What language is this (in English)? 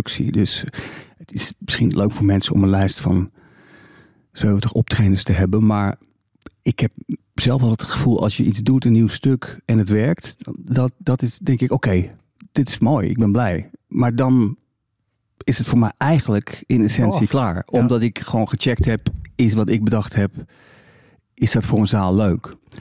Dutch